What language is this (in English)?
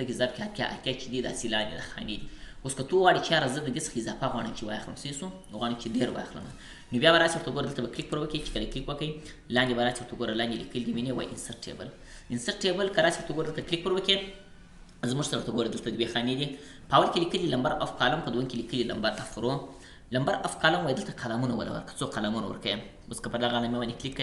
Pashto